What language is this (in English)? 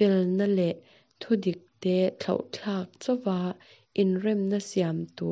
Mizo